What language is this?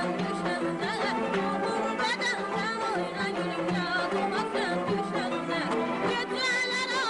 South Azerbaijani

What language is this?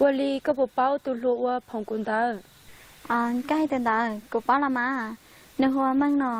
Hmong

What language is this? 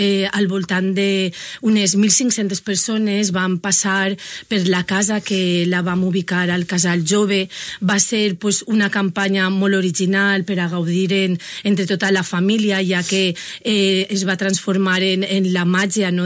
Catalan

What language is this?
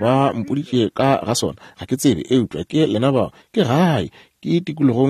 Northern Sotho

